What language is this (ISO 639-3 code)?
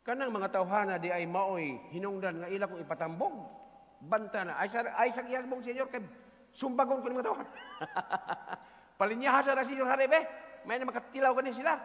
ceb